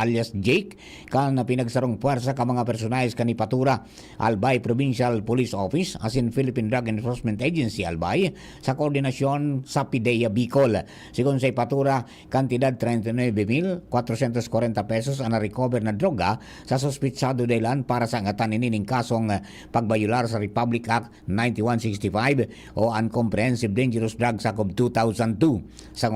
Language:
Bikol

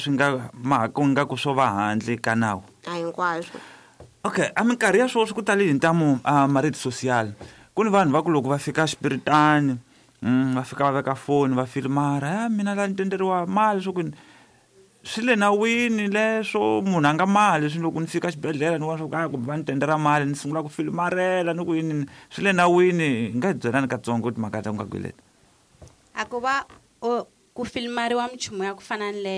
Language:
Tsonga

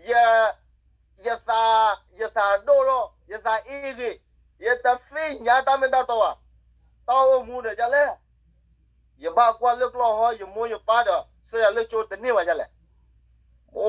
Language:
S'gaw Karen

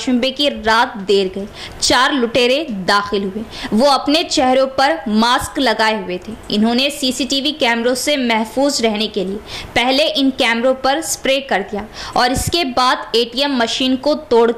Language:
Hindi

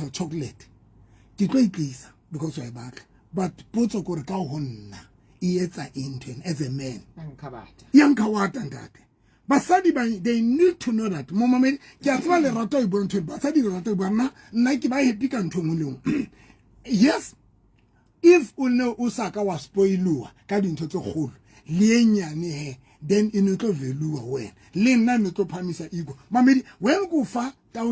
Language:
Southern Sotho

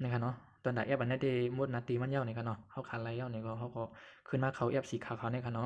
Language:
Shan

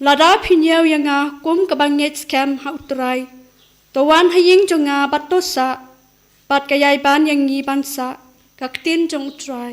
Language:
Khasi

